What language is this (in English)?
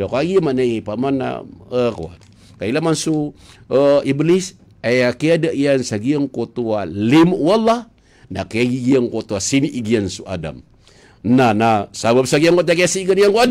Maranao